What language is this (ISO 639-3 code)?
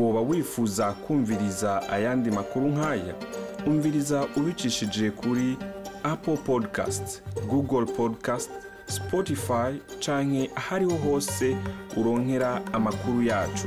run